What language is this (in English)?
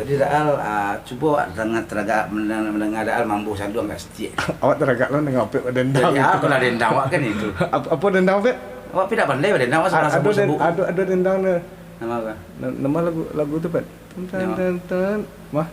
Minangkabau